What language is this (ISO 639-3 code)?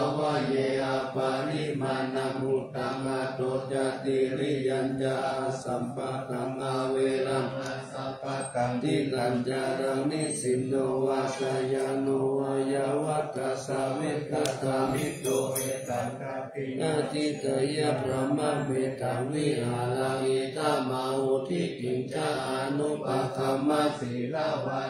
pli